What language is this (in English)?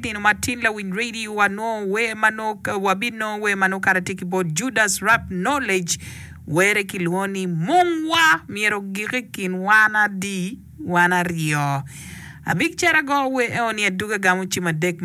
Acoli